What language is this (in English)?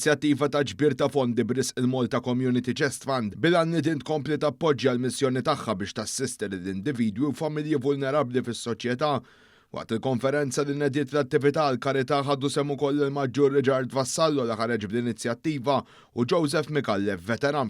Maltese